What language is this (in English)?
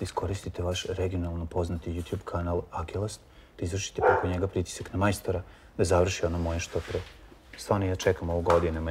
Serbian